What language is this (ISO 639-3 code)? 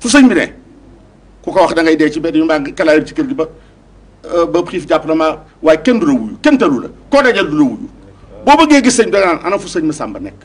wol